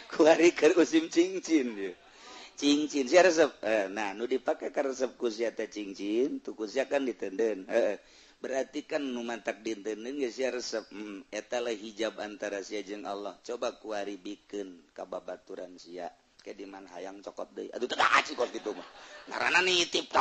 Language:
Sundanese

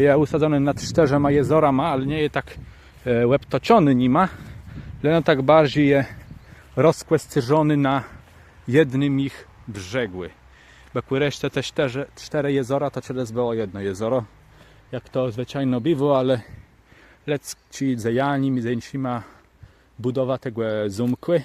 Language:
Kashubian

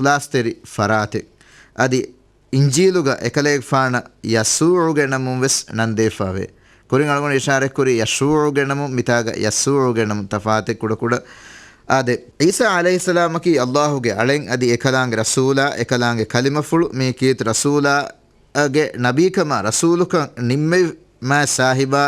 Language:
Divehi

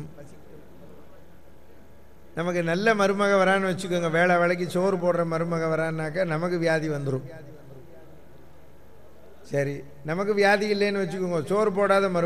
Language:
Tamil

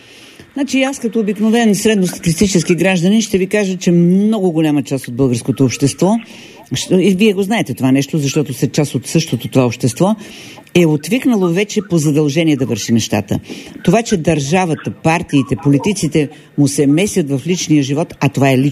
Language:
Bulgarian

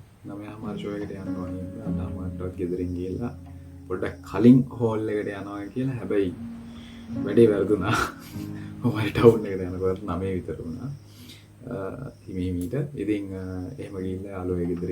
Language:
Sinhala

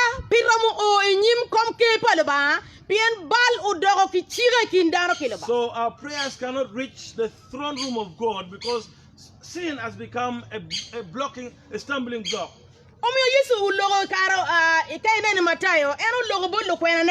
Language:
Acoli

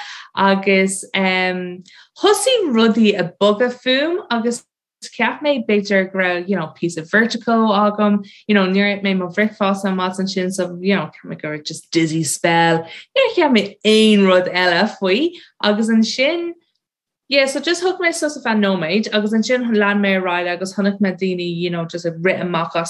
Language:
Irish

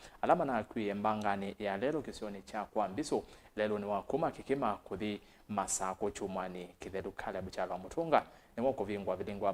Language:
Kamba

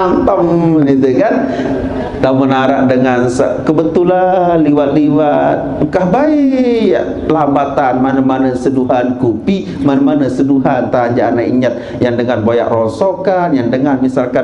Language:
Sasak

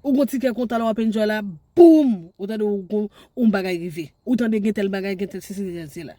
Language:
Haitian Creole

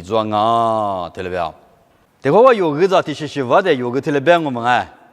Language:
Lisu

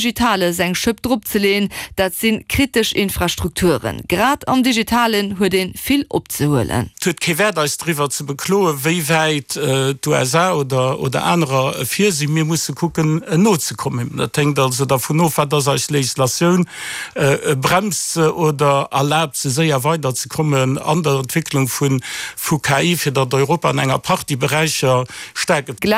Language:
Luxembourgish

